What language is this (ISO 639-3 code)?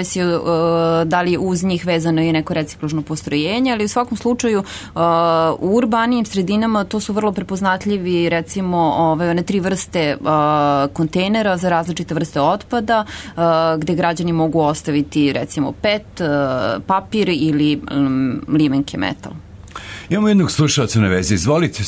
srp